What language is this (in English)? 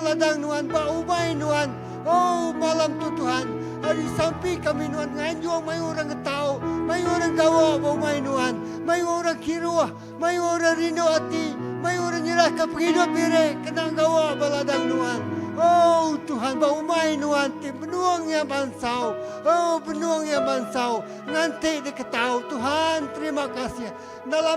Iban